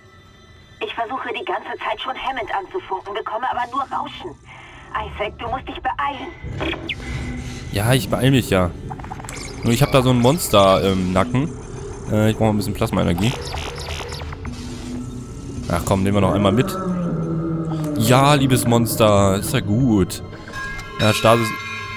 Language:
German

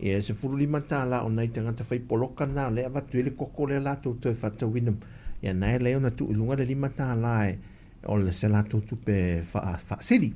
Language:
Samoan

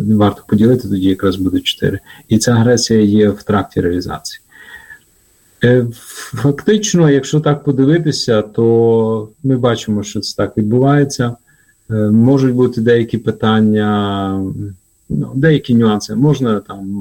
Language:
Ukrainian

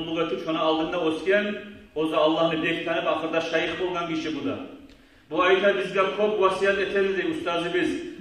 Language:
Kumyk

